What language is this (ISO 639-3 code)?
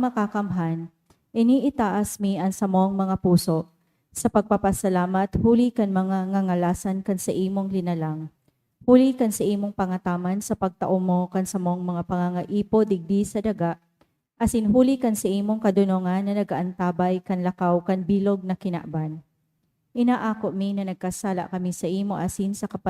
bik